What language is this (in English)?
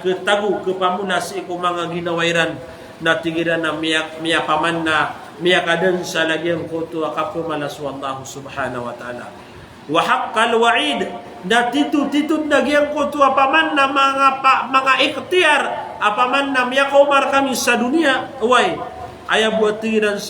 Maranao